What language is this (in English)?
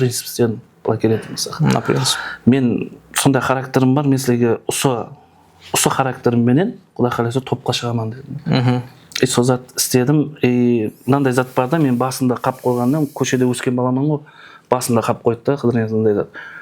Kara-Kalpak